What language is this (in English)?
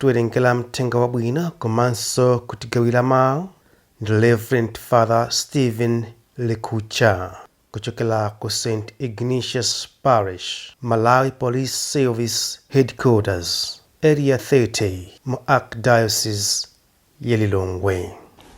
Nyanja